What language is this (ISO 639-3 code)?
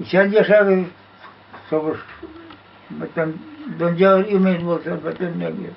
bak